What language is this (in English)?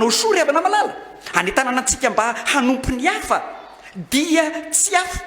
Malagasy